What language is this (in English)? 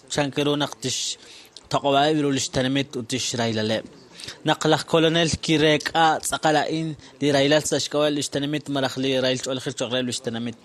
Kekchí